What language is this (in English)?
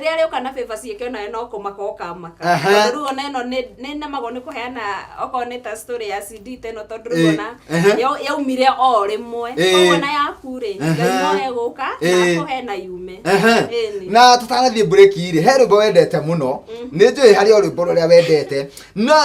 Kikuyu